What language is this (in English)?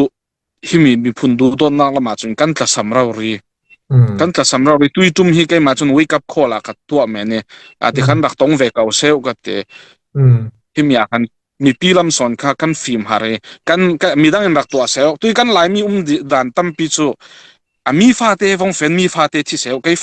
Falam Chin